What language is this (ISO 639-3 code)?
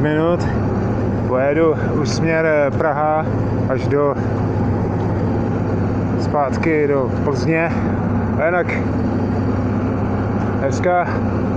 ces